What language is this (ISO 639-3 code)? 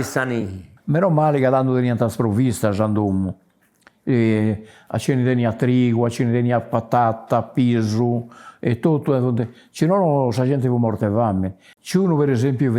srd